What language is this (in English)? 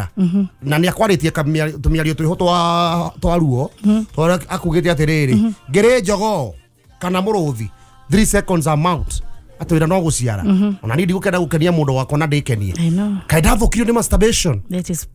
Kikuyu